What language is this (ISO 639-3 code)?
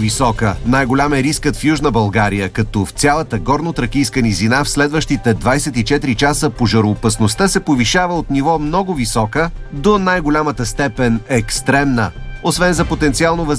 bul